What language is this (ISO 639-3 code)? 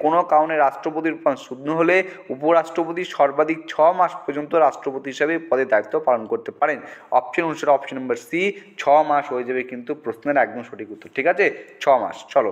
ben